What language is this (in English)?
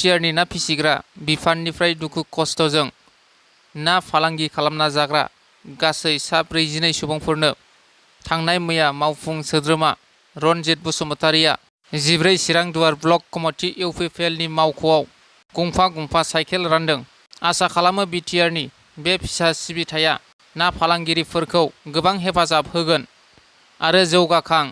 Bodo